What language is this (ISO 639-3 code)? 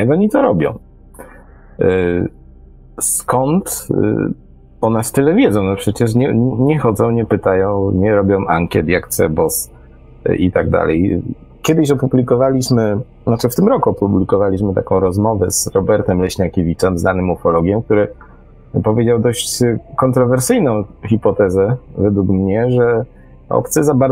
pol